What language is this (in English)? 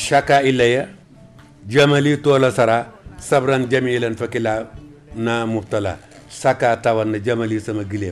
Wolof